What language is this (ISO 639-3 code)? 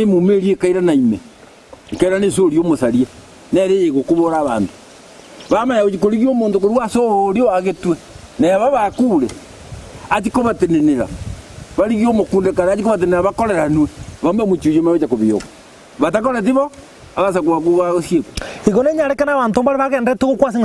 guz